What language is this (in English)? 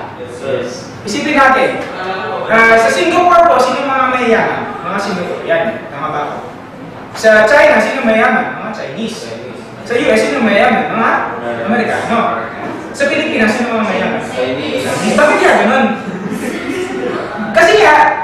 Filipino